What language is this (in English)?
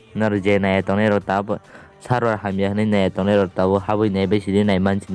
Kok Borok